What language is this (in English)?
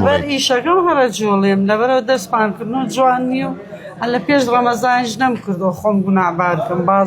Central Kurdish